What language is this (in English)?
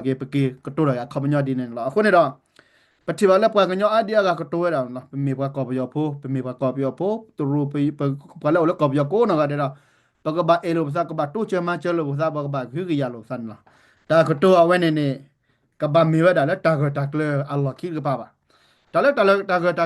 S'gaw Karen